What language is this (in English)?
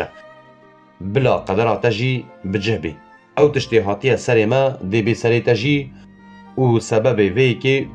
Kurdish